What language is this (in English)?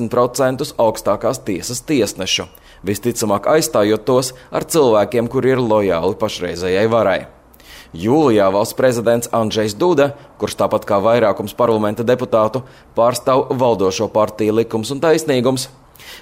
Latvian